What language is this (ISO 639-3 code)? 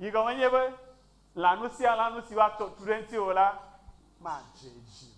ewe